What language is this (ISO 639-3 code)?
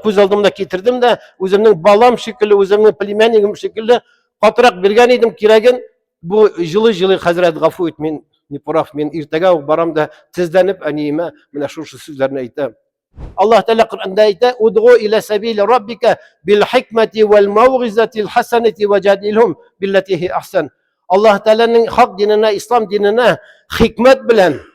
tat